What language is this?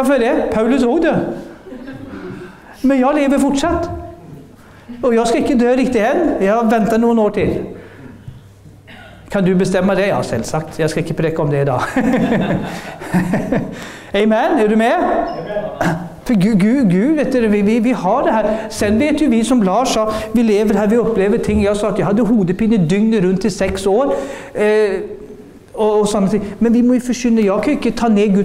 Norwegian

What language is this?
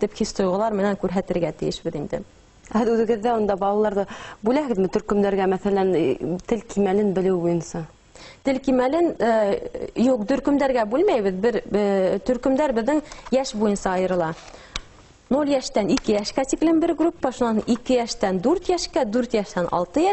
Bashkir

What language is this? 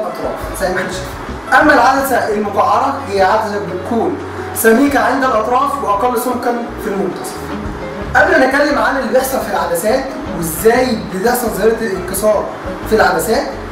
Egyptian Arabic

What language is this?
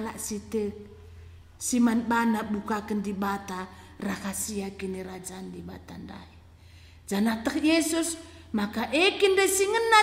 Batak Karo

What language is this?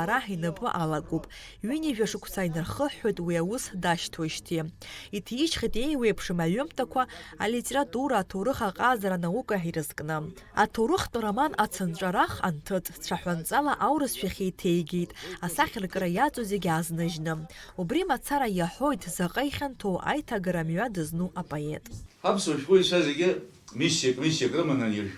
Abkhazian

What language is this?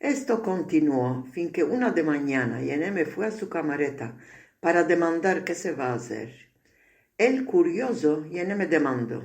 Ladino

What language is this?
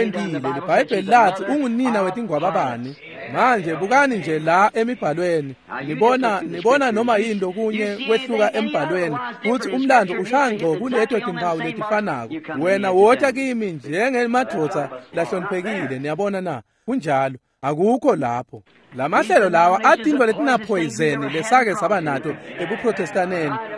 Swati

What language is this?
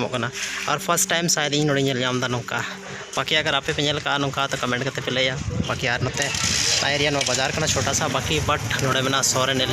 Santali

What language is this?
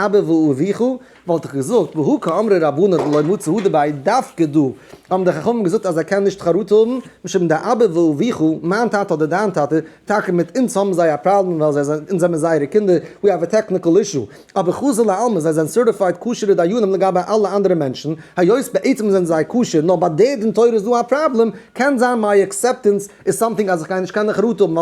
Yiddish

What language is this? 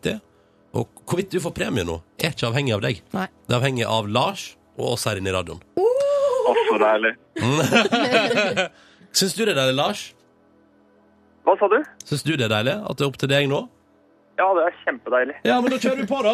Norwegian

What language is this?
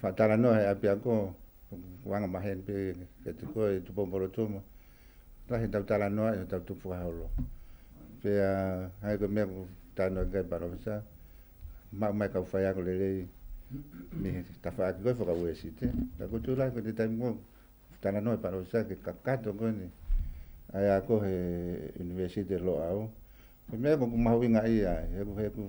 Tongan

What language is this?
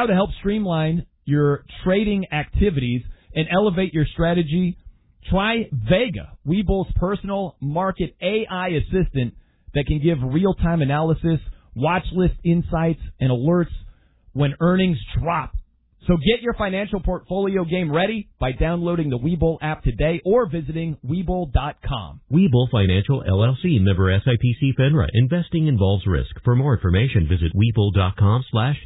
English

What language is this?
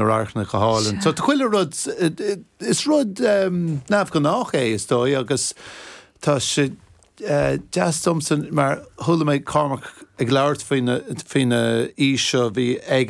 Irish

